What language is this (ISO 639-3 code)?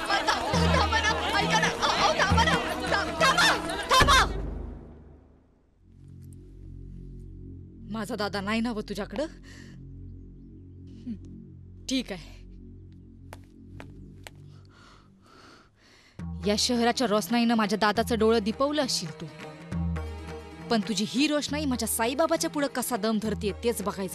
mar